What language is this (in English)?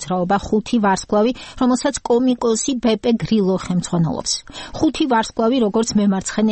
Georgian